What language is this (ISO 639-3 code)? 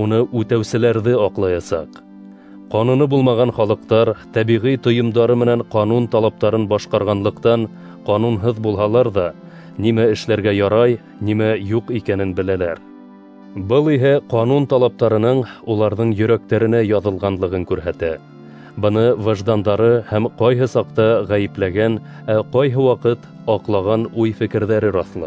bak